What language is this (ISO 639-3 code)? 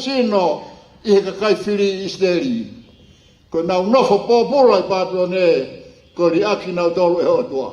ton